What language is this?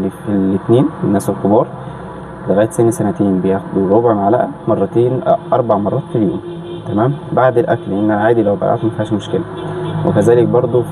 Egyptian Arabic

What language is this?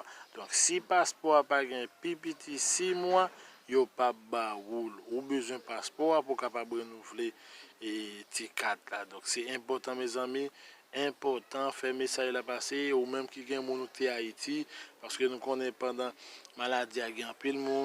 Haitian Creole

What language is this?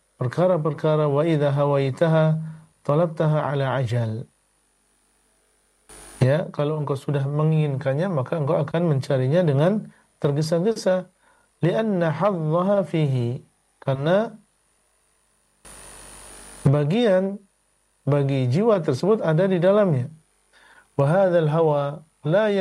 Indonesian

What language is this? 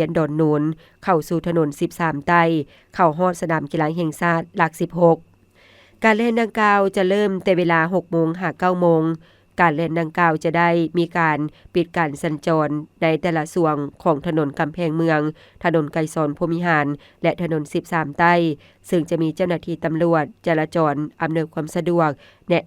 Lao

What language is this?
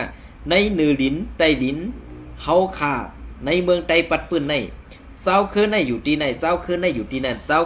Shan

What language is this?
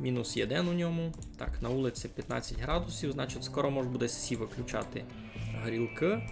Rusyn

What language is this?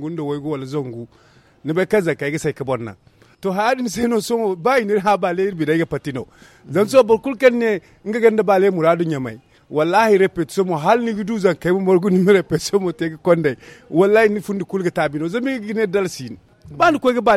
Zarma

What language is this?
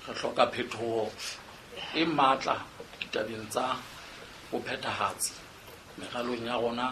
Southern Sotho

